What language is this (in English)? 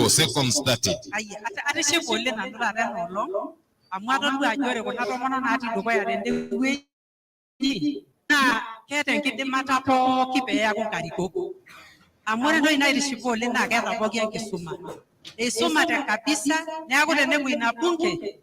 Masai